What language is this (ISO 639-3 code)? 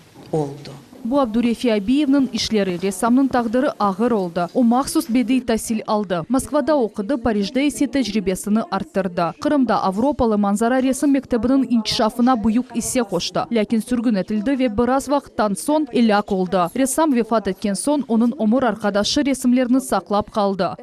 crh